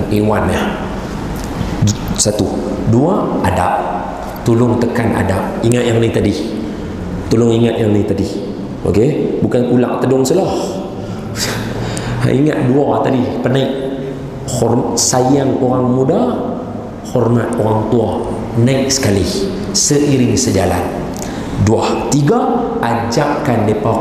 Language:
Malay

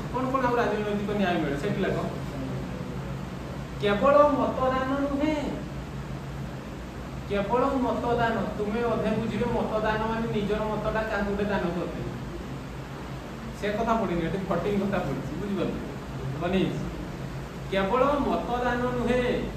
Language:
Odia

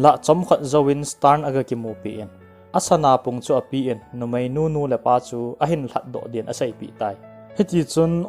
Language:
Thado Chin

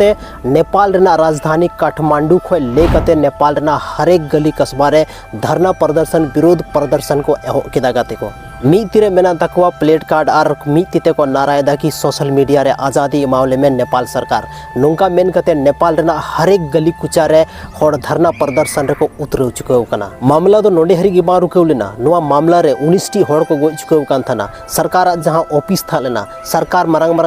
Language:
Santali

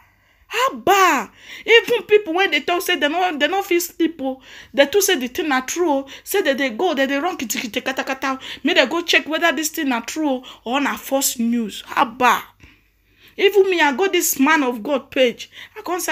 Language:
Nigerian Pidgin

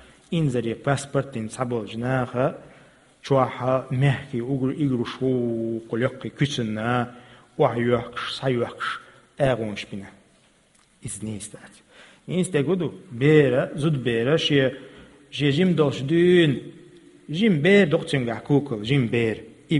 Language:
Chechen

